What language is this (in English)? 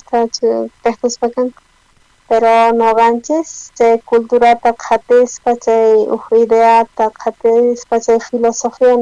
South Bolivian Quechua